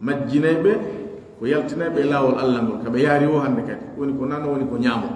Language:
Pular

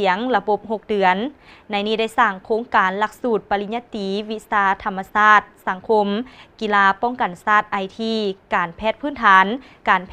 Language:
Lao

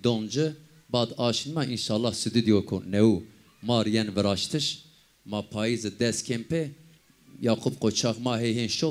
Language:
Zaza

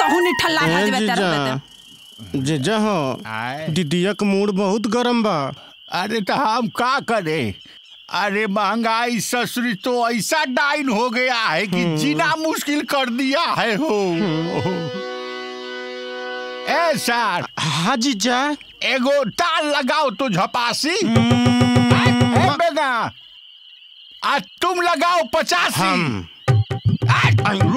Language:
Bhojpuri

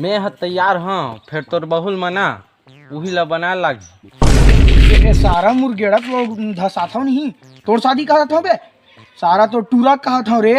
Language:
Chhattisgarhi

